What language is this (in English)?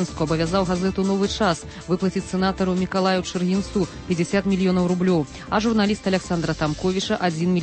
Belarusian